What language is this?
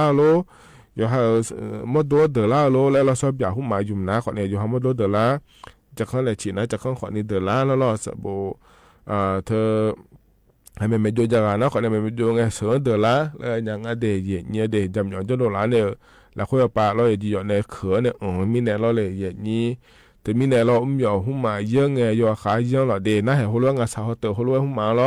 Akha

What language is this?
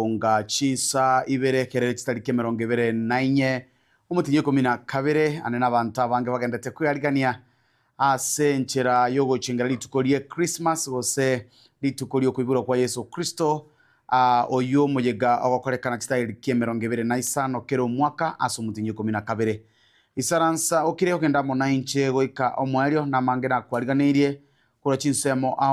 Gusii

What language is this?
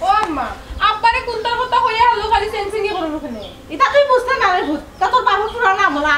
Sylheti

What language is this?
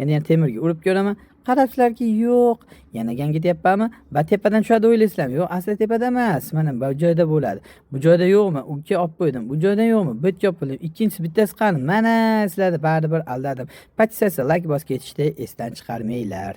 Uzbek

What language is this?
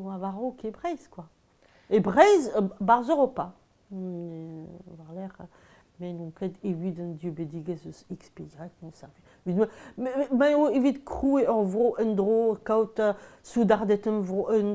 Breton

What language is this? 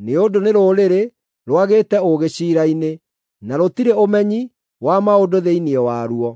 Kikuyu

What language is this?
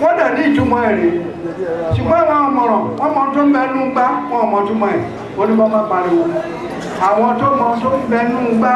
Yoruba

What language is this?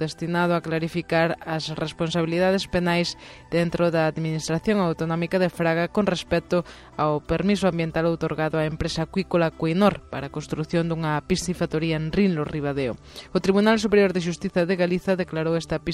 Galician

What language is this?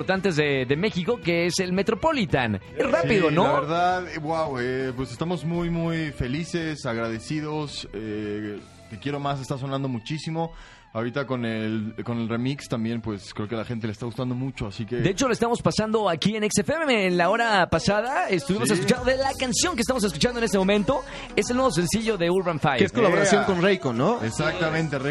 Spanish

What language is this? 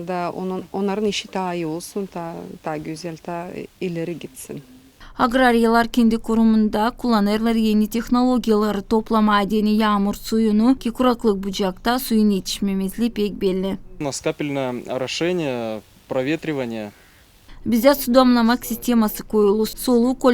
Gagauz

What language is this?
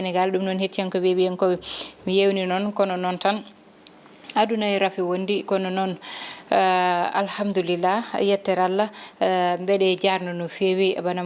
Fula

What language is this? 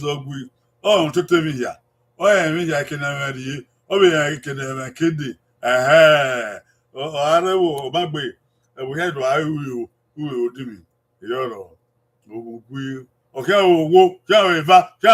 Bini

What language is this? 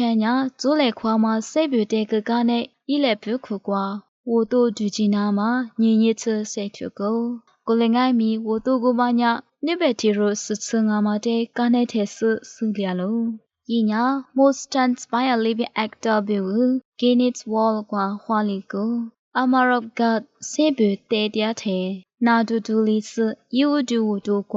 Lisu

